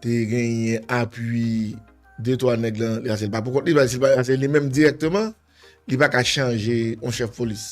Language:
Haitian Creole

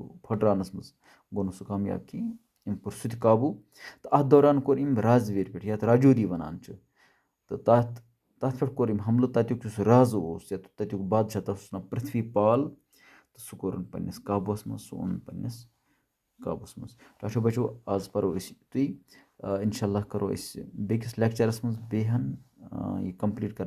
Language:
Kashmiri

